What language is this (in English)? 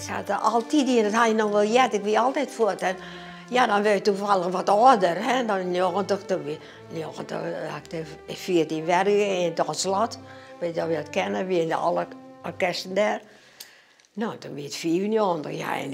Western Frisian